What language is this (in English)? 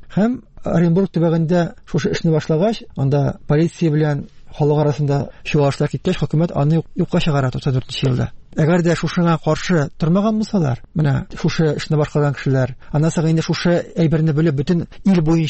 Tatar